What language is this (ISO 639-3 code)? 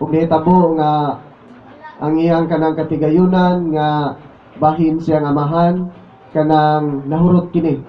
ceb